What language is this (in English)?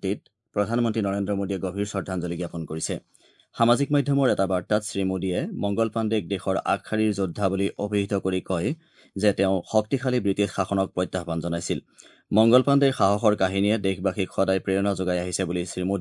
Assamese